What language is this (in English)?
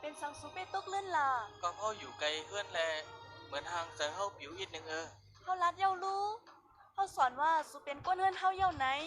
Shan